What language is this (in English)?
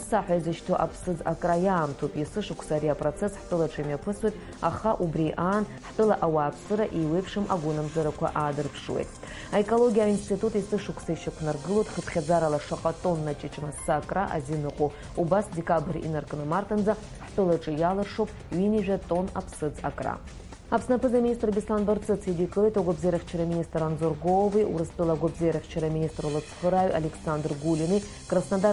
Abkhazian